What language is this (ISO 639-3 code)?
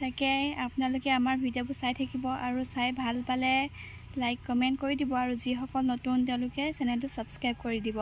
asm